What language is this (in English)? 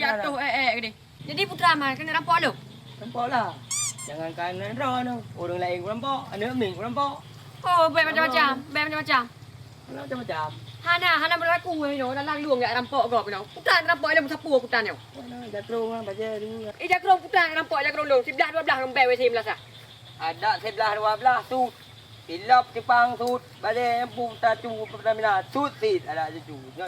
Achinese